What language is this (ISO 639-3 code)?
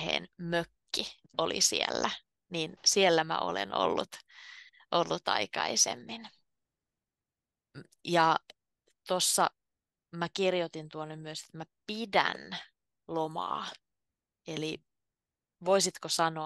fin